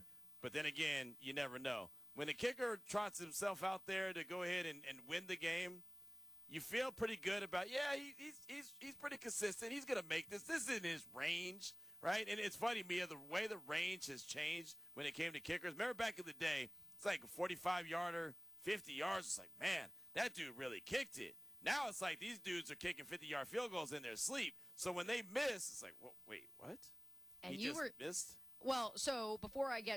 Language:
English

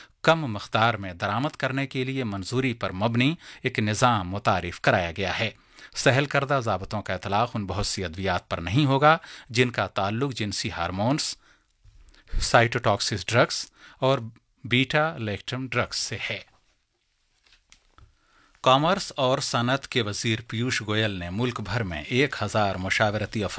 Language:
Urdu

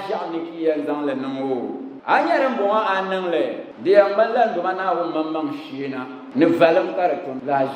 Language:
Dagbani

